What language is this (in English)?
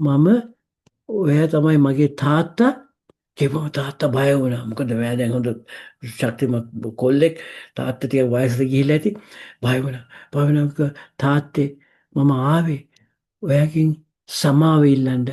Sinhala